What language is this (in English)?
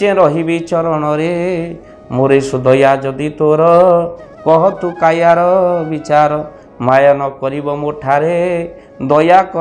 Odia